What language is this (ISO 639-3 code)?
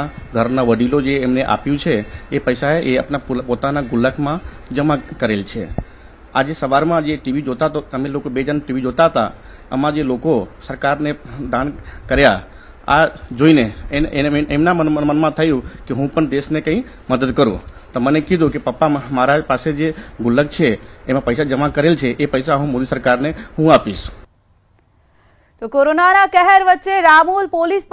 guj